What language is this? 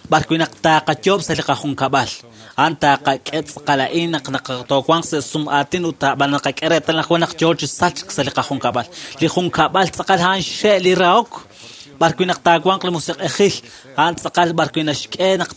Kekchí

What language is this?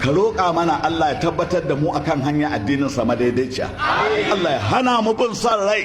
Hausa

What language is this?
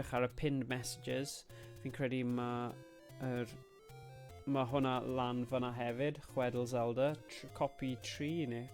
Welsh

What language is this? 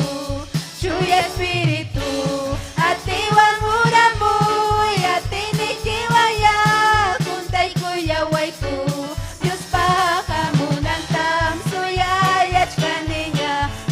Ayacucho Quechua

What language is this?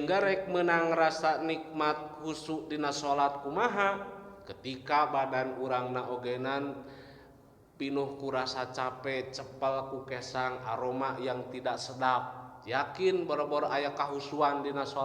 Sundanese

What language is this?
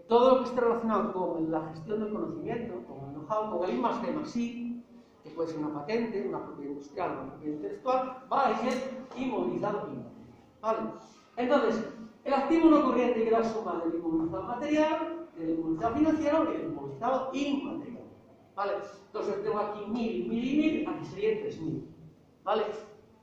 Spanish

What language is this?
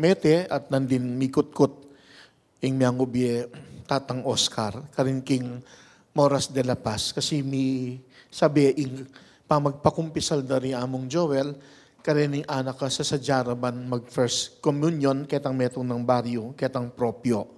Pampanga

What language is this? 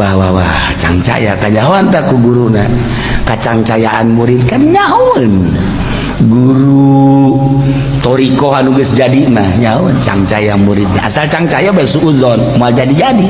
Sundanese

